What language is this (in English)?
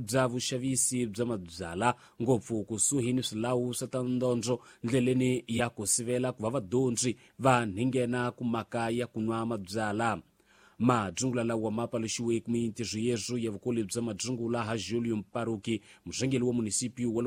Tsonga